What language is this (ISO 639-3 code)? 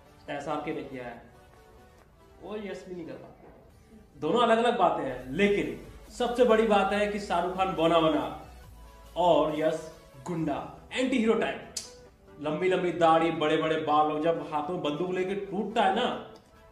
hin